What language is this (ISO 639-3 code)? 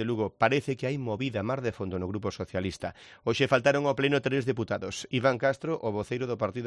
glg